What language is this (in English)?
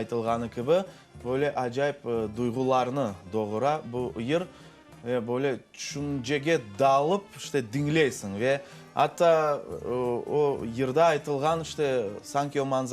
Crimean Tatar